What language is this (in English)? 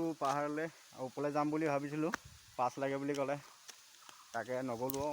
Assamese